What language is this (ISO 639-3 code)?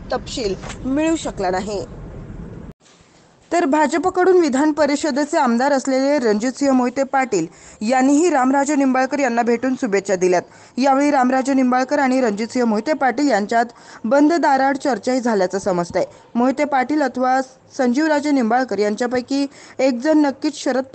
mar